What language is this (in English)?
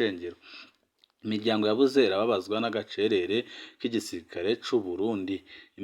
Rundi